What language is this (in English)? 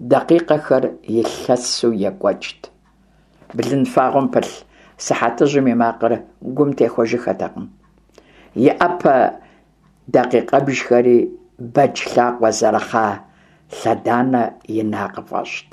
Kabardian